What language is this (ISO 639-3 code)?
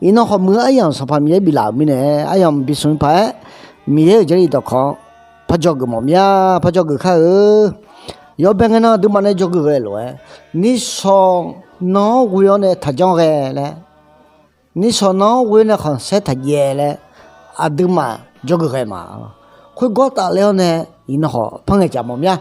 ahk